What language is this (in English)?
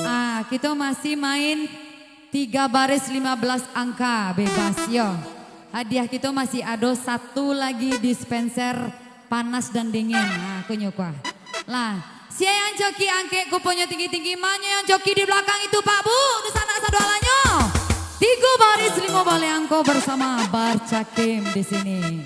Minangkabau